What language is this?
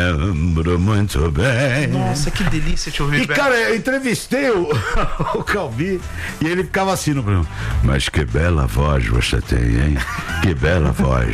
Portuguese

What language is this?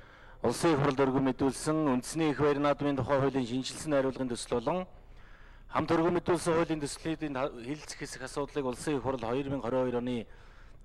Mongolian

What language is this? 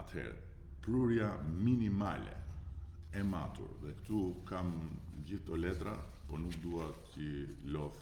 Albanian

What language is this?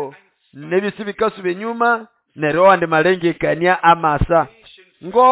Nande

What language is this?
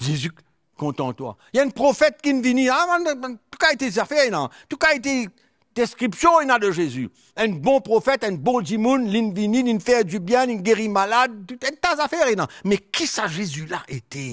Morisyen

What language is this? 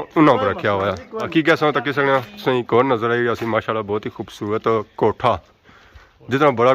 Pahari-Potwari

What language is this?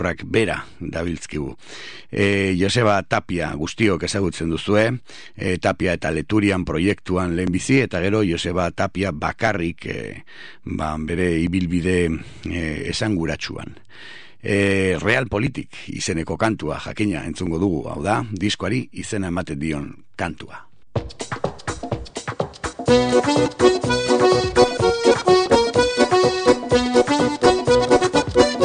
Basque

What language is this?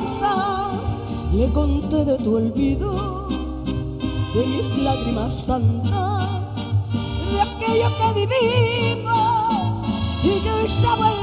Spanish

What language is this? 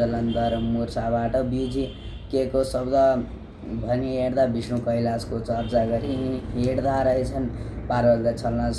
Nepali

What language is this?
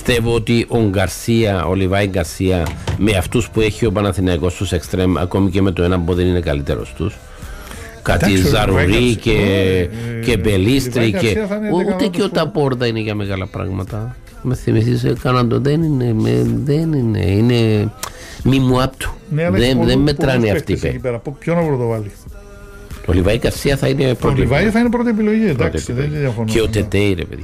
Greek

